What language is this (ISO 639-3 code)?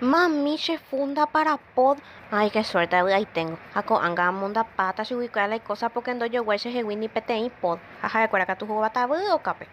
grn